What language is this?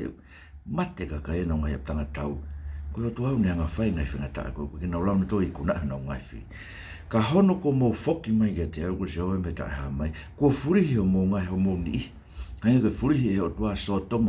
Tongan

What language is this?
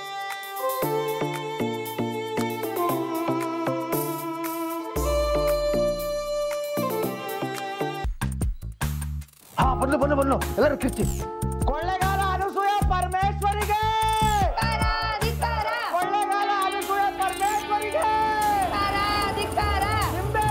Kannada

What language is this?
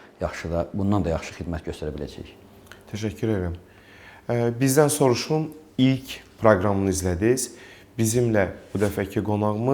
Azerbaijani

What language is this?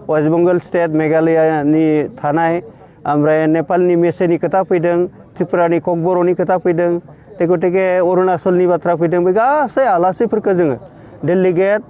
Bodo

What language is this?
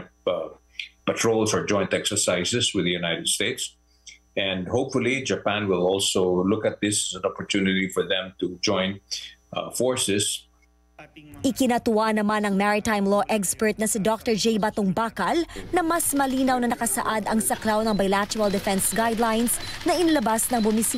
Filipino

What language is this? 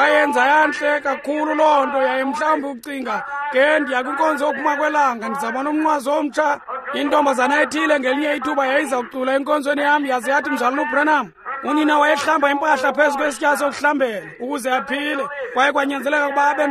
Xhosa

